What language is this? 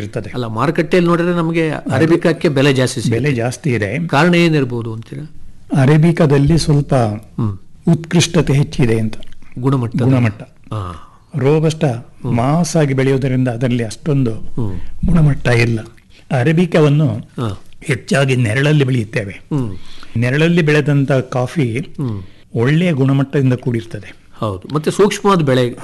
Kannada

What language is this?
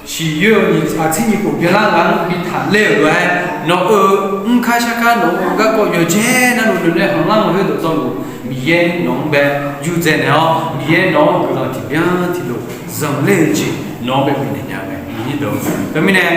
Akha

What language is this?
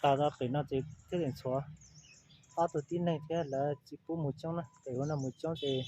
Hmong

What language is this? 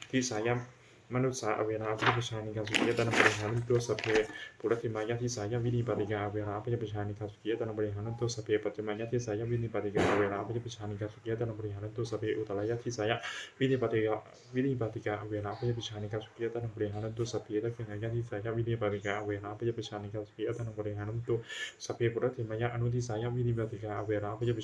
Pali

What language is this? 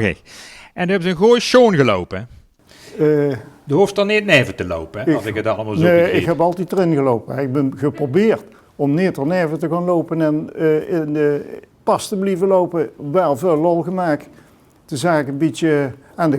Limburgish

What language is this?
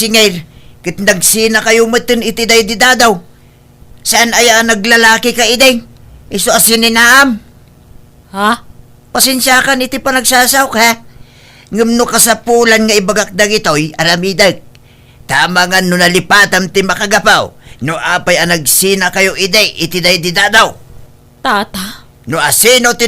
Iloko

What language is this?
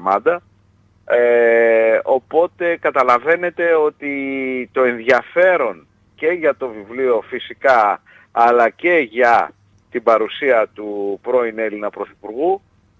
Greek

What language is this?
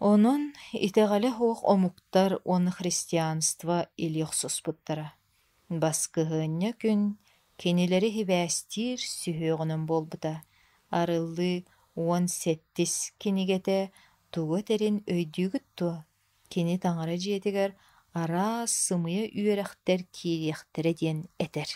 Yakut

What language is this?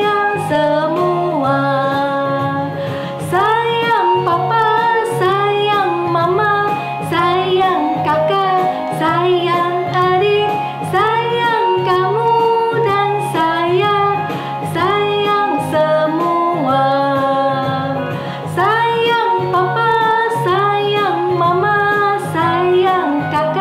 Indonesian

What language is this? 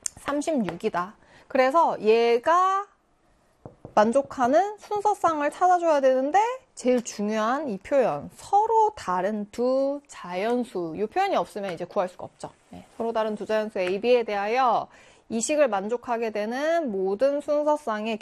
Korean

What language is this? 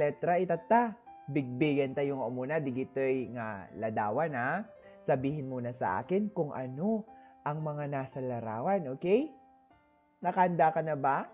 Iloko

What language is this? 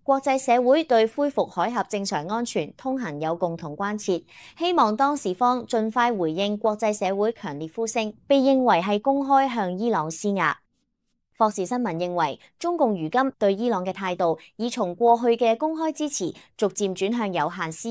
Cantonese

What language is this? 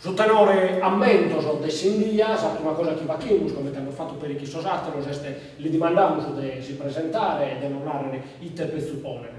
Sardinian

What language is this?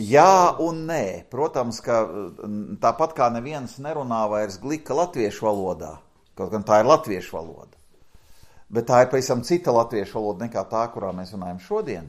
Latvian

